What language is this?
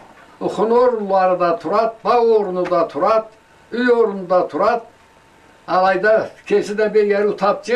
Karachay-Balkar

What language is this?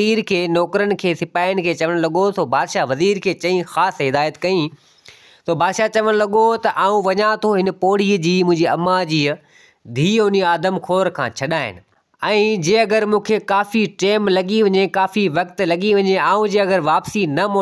Sindhi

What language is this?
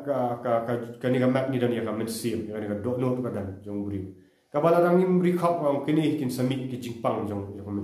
Khasi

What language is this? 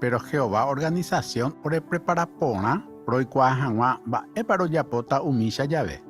Guarani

